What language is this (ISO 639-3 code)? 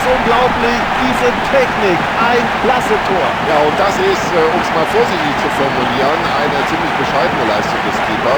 bar